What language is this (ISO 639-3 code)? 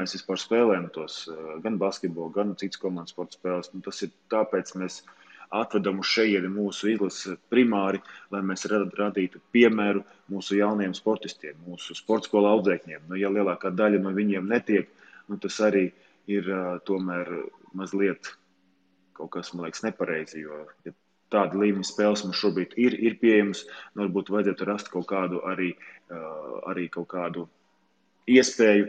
lav